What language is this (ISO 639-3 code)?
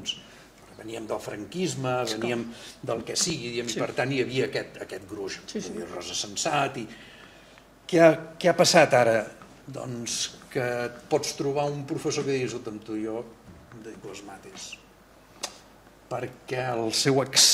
cat